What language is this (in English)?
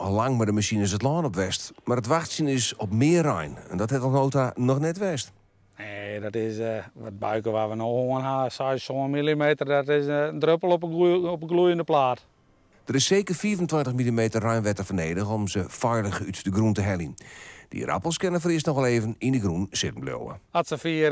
Western Frisian